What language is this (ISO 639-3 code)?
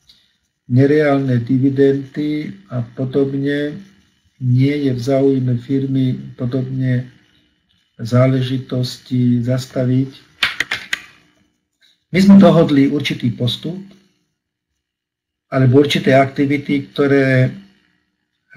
slk